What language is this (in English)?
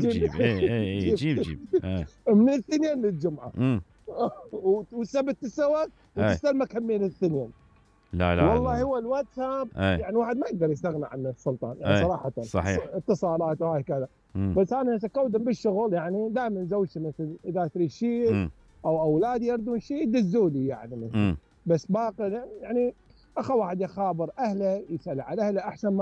Mesopotamian Arabic